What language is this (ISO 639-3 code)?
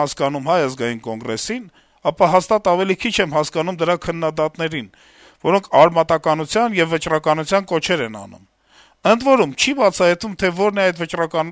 hye